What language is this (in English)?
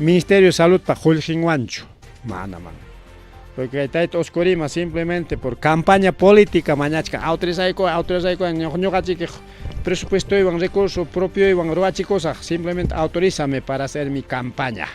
Ayacucho Quechua